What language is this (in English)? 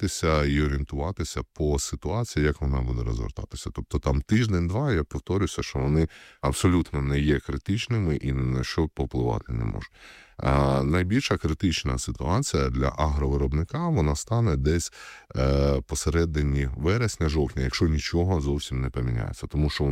Ukrainian